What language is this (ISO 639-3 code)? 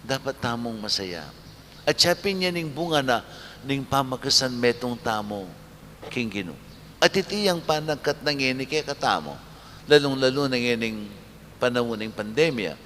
pam